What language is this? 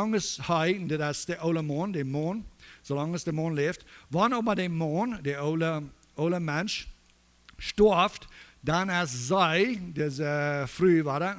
Plautdietsch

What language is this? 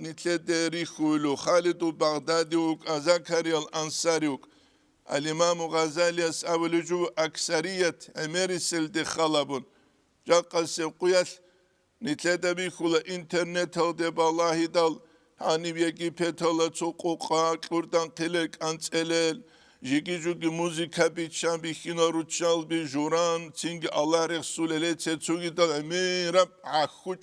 Avaric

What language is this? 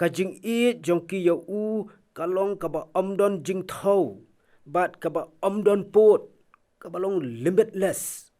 Khasi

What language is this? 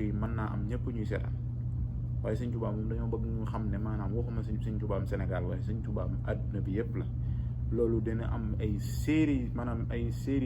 Wolof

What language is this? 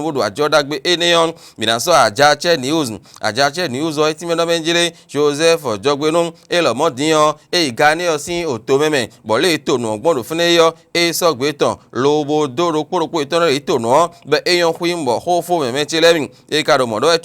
Fon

